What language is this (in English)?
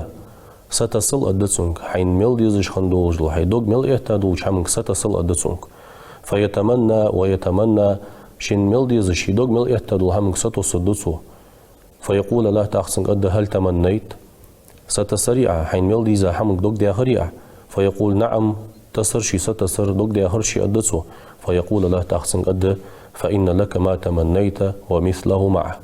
Ingush